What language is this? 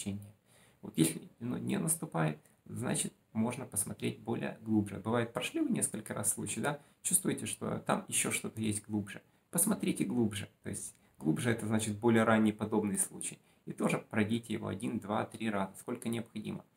Russian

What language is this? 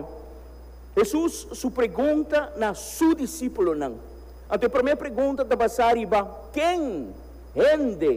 Papiamento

